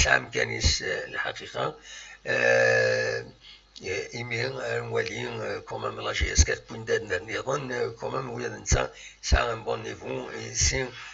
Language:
Kabyle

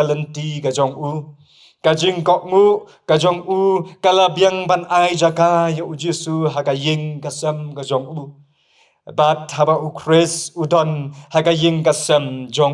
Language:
Khasi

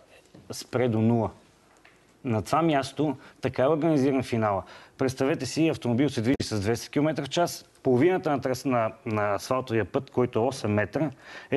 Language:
Bulgarian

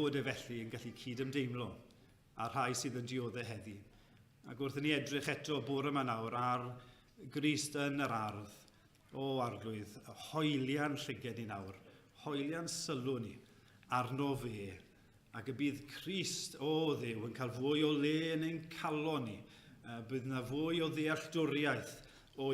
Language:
Welsh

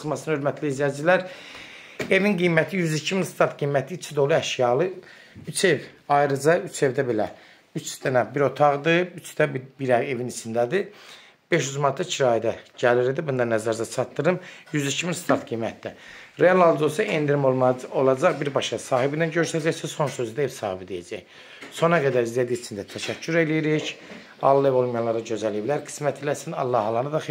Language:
Azerbaijani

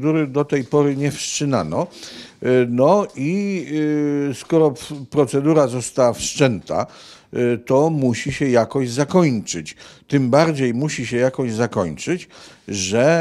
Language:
Polish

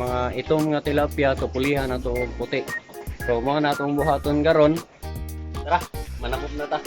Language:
Cebuano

